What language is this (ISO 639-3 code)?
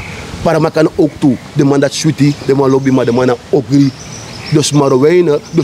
srn